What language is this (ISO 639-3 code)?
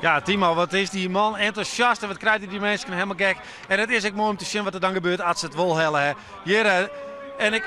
fry